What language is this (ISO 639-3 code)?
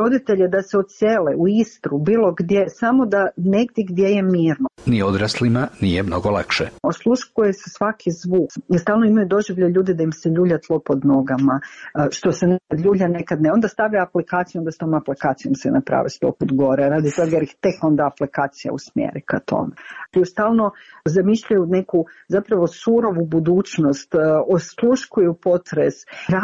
srp